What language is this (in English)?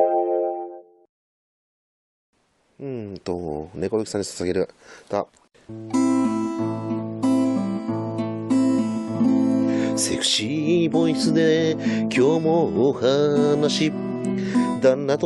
Japanese